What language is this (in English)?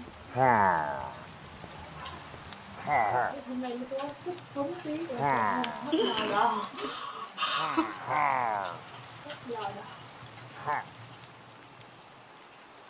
Vietnamese